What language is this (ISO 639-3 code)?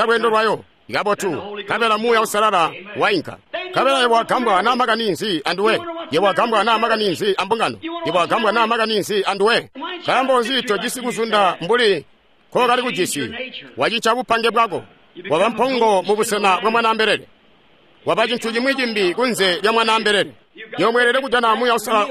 toi